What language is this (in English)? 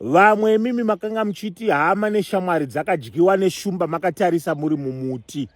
Shona